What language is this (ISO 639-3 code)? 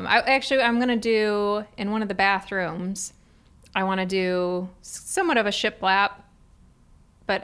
eng